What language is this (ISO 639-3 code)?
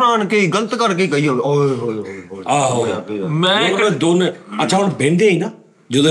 pan